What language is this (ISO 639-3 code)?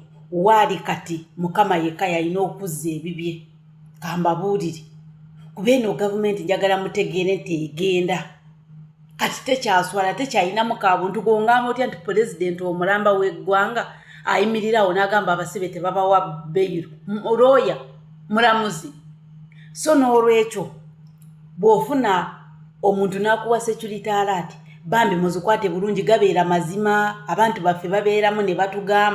lug